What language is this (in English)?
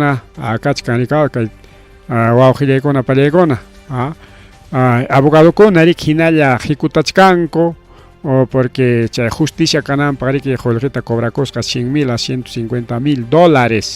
Ayacucho Quechua